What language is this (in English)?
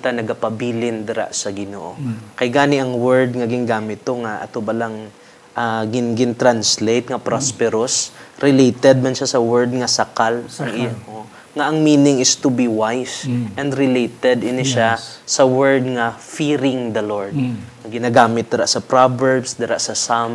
Hiligaynon